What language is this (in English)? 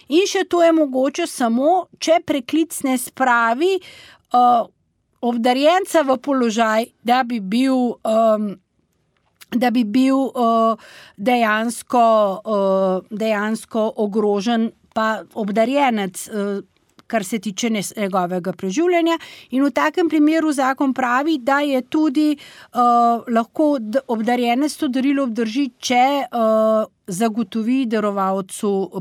Slovenian